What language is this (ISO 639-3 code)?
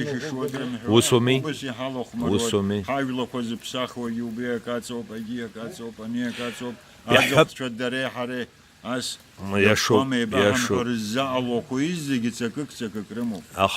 abk